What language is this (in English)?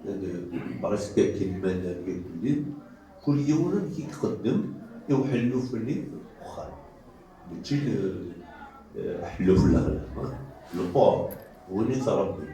Kabyle